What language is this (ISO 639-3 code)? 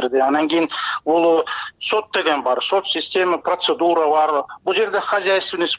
kir